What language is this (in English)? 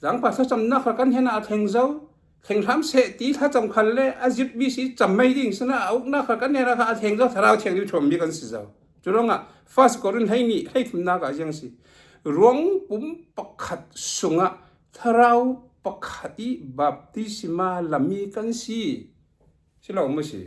Falam Chin